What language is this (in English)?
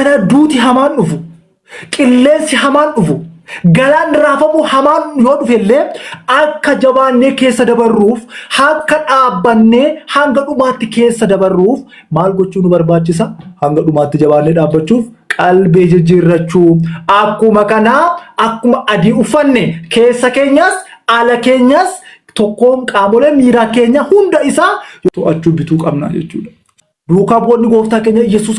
Oromo